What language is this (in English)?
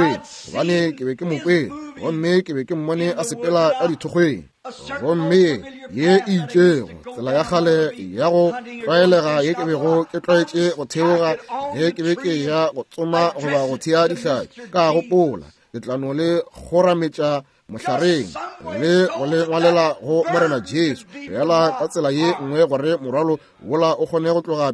Northern Sotho